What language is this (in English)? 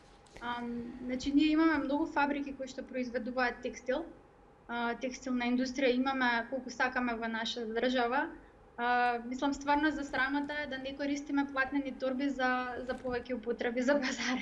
Macedonian